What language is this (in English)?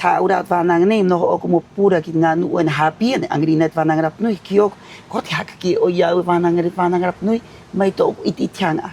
Rapanui